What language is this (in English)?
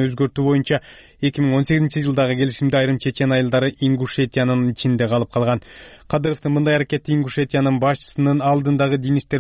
Kyrgyz